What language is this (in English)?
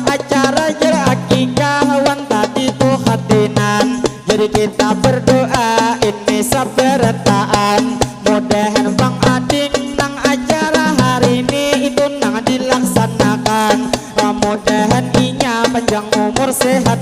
Banjar